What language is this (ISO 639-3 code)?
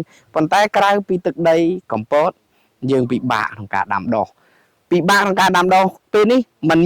khm